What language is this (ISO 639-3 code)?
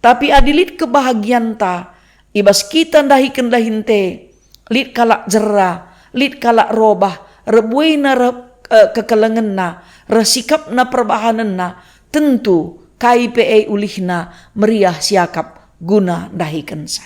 btx